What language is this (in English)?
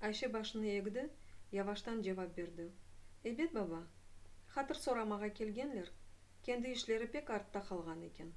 Crimean Tatar